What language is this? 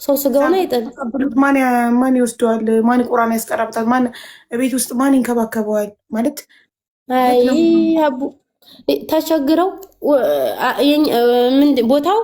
Amharic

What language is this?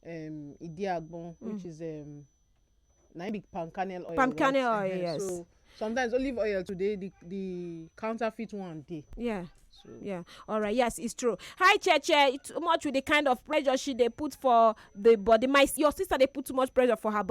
Nigerian Pidgin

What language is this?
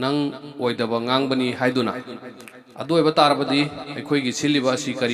Manipuri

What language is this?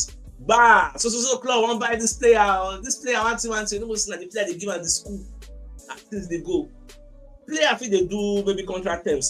Nigerian Pidgin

